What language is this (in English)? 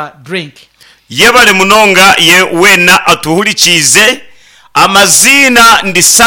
Nyankole